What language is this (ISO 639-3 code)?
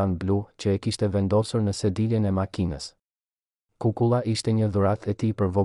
sqi